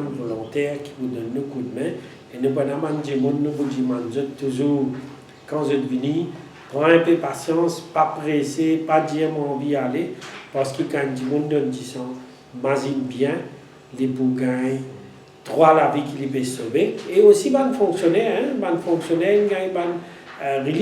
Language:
Morisyen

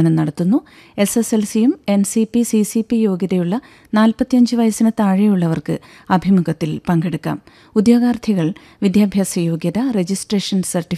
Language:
Malayalam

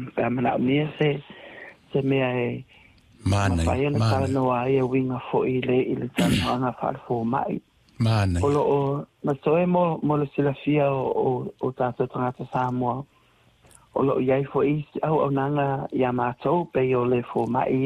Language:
Samoan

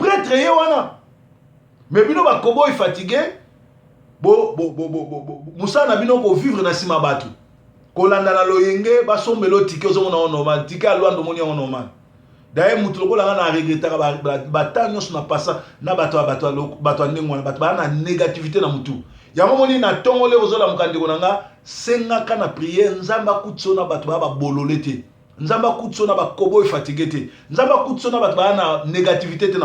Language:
Lingala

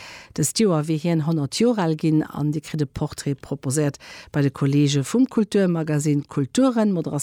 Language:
Luxembourgish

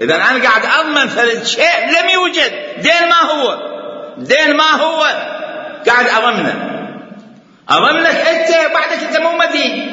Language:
Mesopotamian Arabic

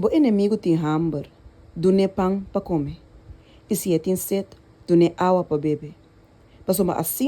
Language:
Papiamento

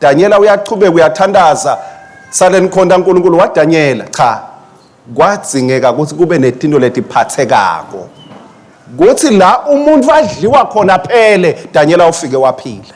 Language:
Swati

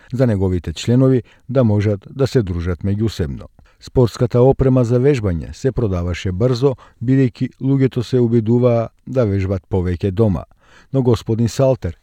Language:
Macedonian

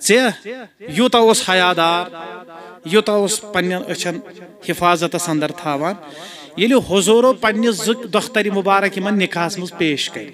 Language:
Kashmiri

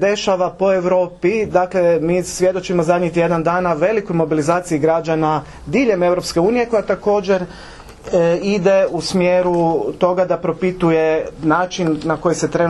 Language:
Croatian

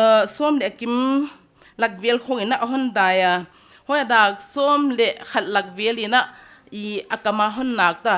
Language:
Paite Chin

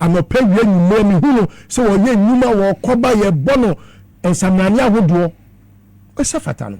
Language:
Akan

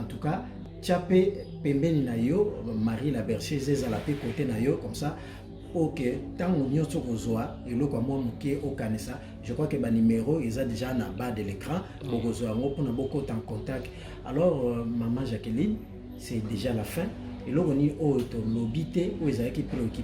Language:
Lingala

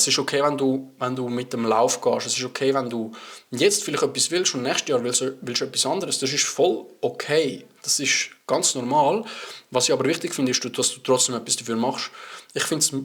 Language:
Swiss German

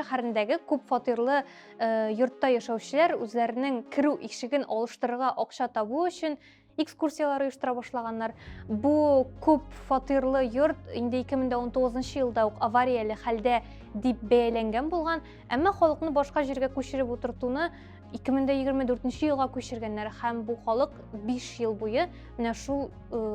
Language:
Tatar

